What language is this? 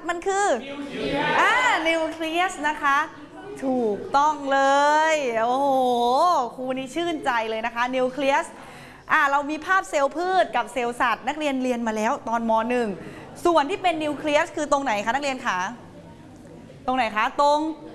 Thai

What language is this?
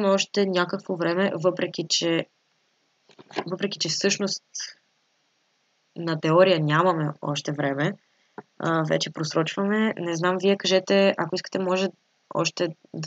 Bulgarian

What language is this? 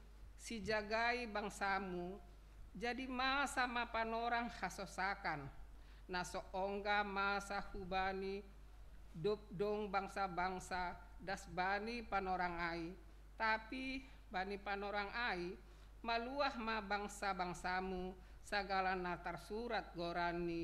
Batak Simalungun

